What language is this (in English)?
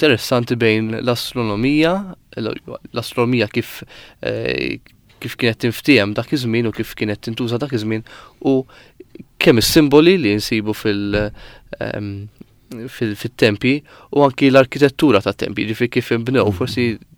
Maltese